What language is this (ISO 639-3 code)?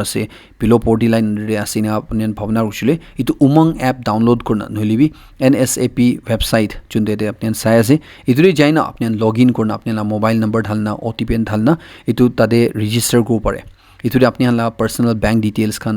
nag